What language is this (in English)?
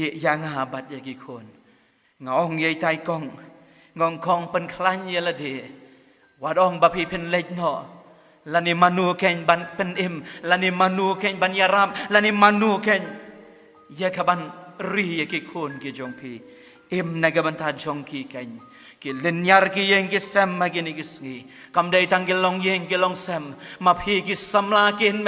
Khasi